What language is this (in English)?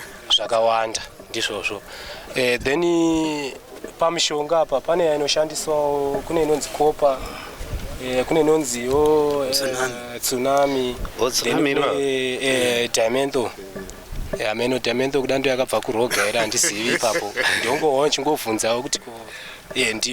Shona